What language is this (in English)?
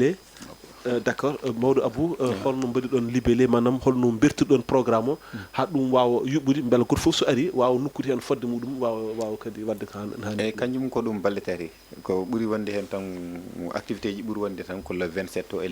Fula